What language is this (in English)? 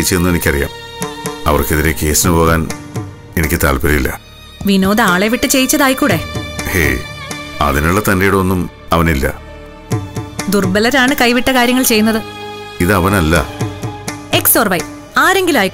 Malayalam